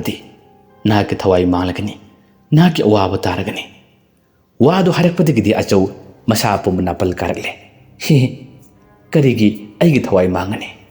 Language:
Manipuri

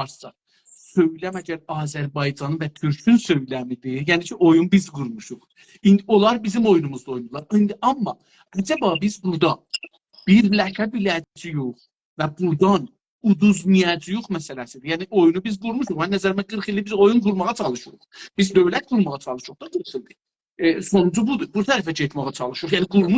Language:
South Azerbaijani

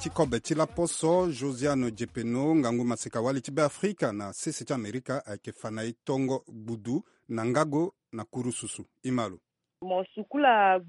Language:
Sango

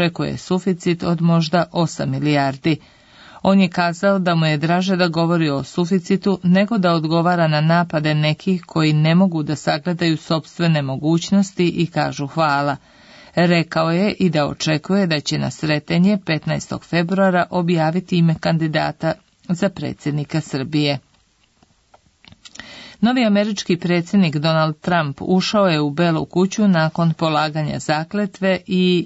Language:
Serbian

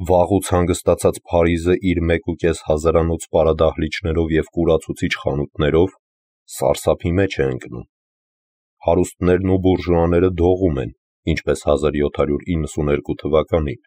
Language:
Armenian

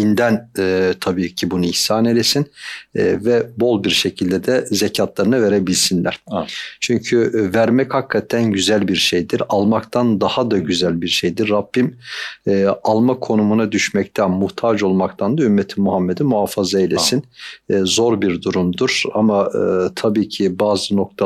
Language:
Turkish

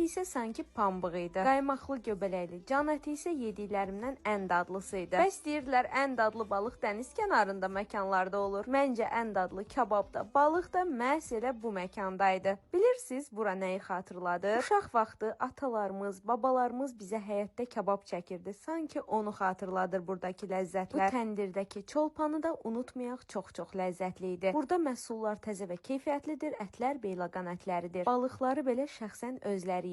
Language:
Azerbaijani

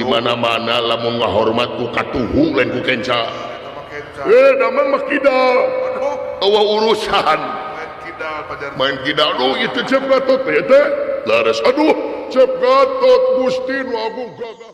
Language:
Sundanese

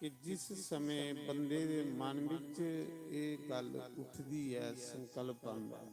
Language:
Dogri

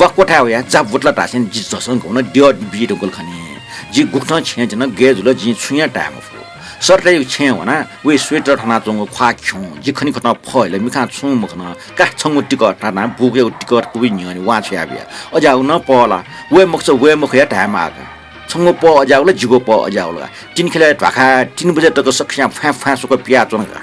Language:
Newari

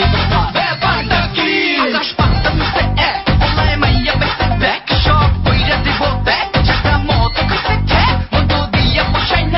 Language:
Bangla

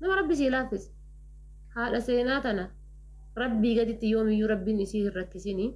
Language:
Oromo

